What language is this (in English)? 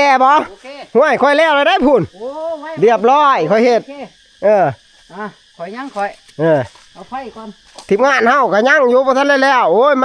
Northeastern Thai